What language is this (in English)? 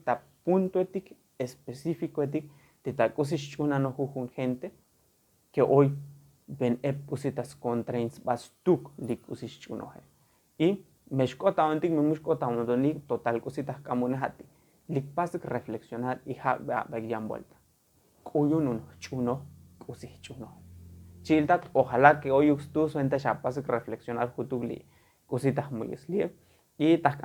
Tzotzil